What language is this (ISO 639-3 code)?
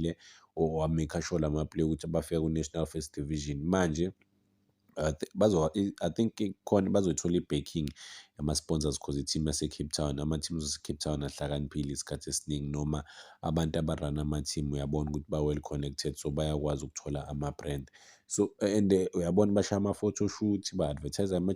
zul